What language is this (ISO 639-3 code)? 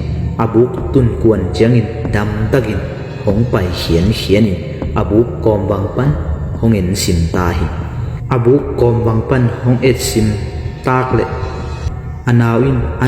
ctd